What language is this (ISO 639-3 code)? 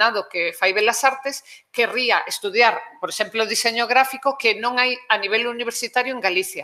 glg